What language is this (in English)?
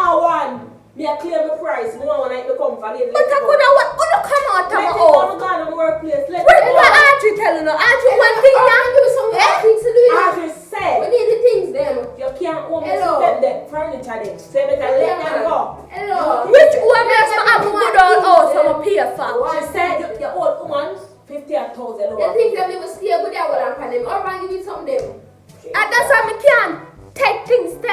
Jamaican Creole English